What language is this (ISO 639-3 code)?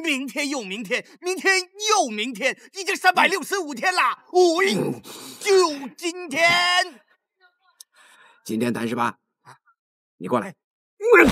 zho